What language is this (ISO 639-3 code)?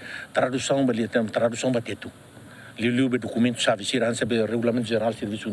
tet